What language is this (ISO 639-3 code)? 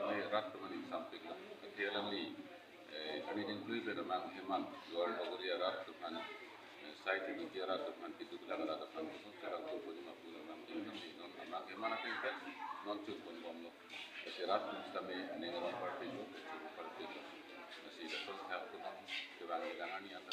mjw